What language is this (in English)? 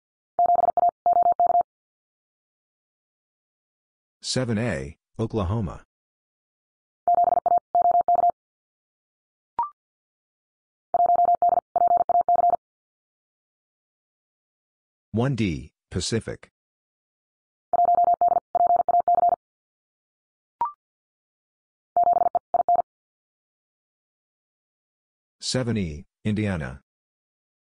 English